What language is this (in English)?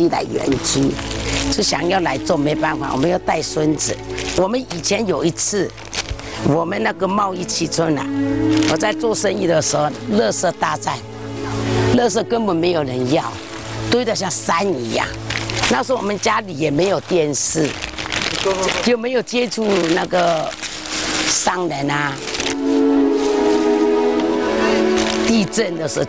Chinese